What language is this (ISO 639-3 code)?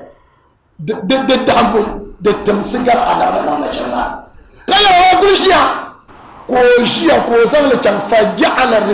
dag